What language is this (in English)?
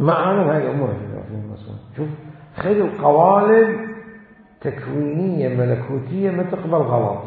Mesopotamian Arabic